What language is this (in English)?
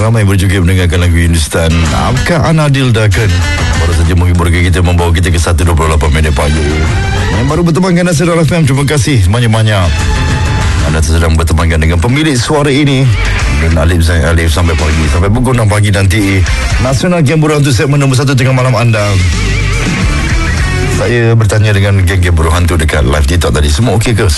Malay